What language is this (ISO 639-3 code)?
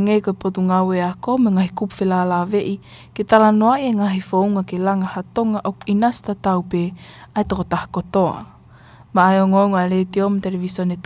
ton